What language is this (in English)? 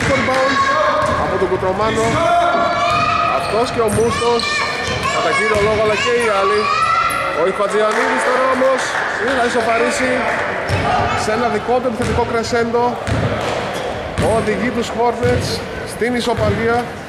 Greek